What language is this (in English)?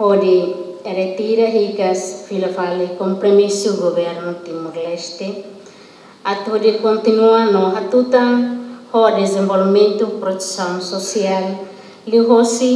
Tetum